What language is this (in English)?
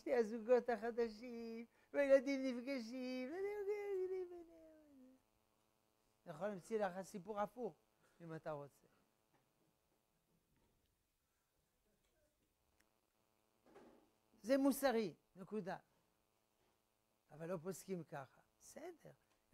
Hebrew